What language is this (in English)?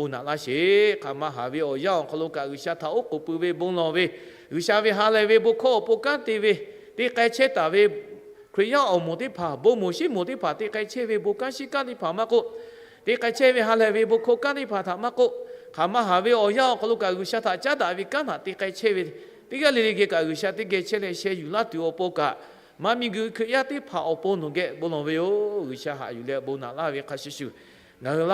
Lahu